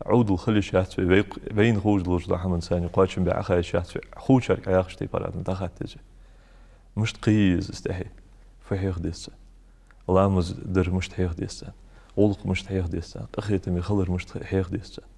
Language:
Ingush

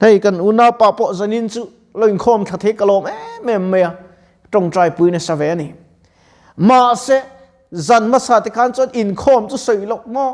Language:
Mizo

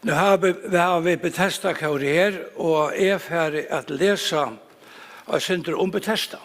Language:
Faroese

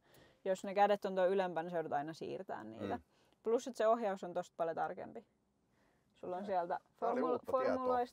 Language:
Finnish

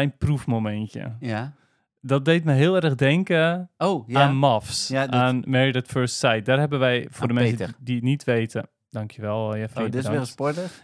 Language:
Dutch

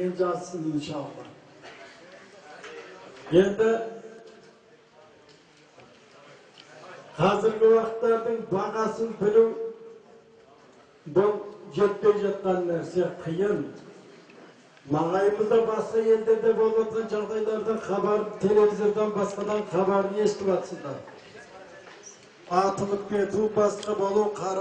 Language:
Kazakh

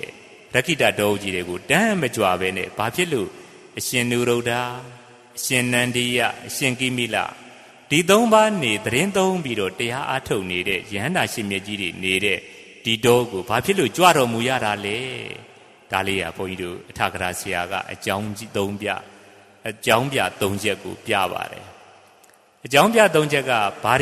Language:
Burmese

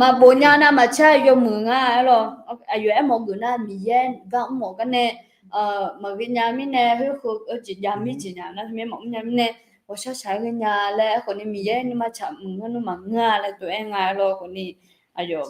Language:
Akha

